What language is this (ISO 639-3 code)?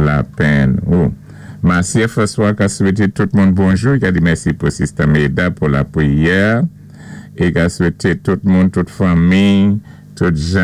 acf